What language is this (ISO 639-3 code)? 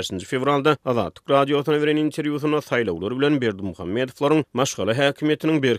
tuk